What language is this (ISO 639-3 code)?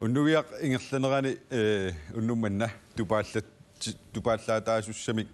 kal